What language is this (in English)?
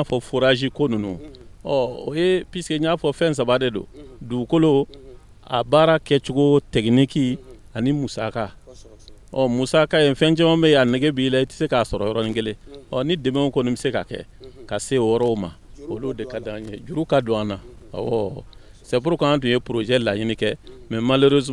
Bambara